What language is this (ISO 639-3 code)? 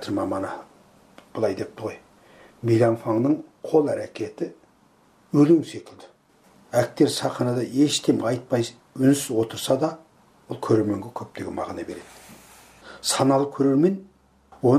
kaz